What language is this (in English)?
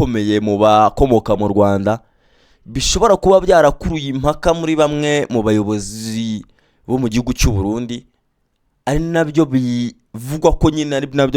Rundi